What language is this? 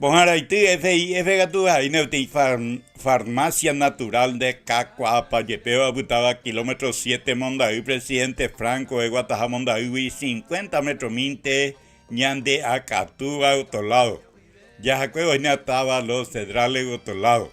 Guarani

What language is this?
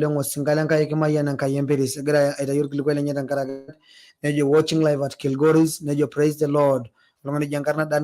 Masai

